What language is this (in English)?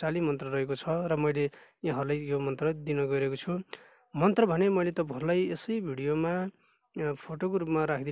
Nepali